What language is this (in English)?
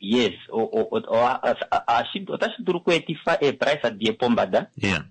Kuanyama